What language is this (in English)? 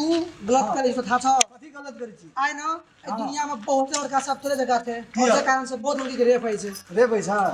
Maithili